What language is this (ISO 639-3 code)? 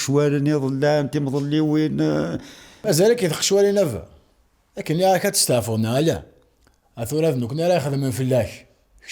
kab